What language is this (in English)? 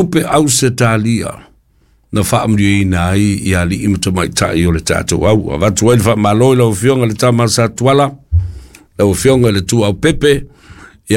Samoan